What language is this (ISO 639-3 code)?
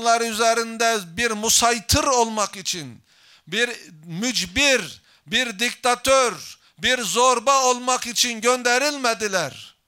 tur